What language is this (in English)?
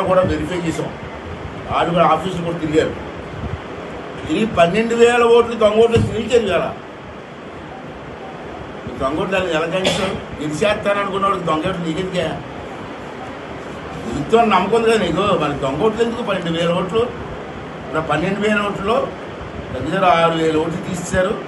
Telugu